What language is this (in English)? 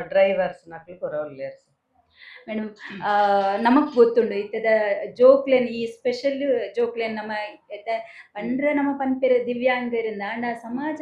Tulu